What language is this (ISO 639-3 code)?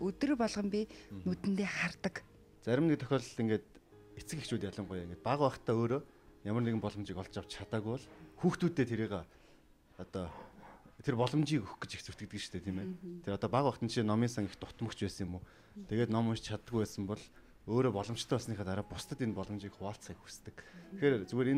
mon